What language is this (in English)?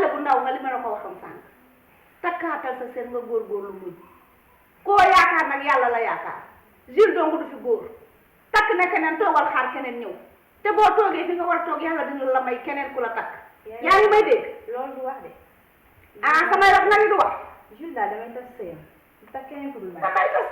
Wolof